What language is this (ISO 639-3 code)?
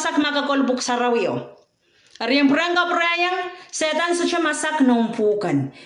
pon